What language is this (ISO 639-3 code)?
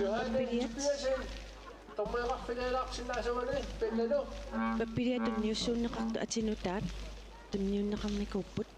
kal